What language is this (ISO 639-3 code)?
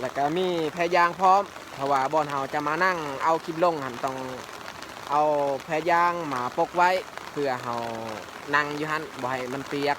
lao